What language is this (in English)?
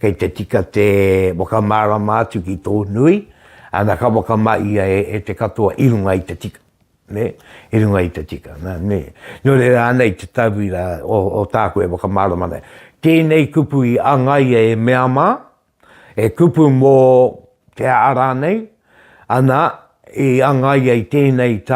Māori